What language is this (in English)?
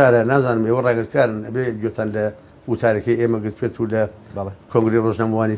Central Kurdish